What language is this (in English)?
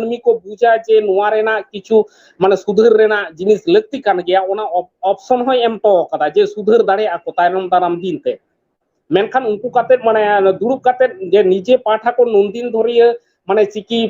Santali